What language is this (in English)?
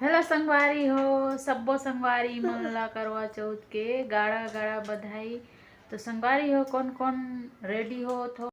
Chhattisgarhi